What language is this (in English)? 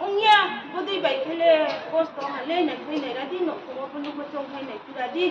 Riang (India)